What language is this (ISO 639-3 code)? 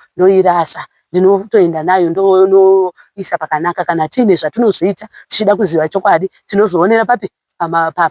sna